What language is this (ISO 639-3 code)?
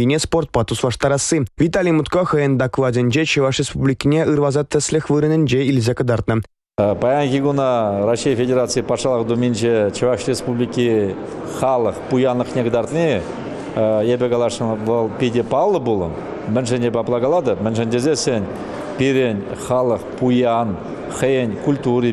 chv